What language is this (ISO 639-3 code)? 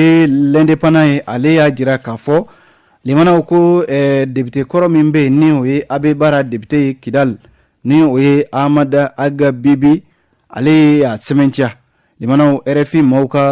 bam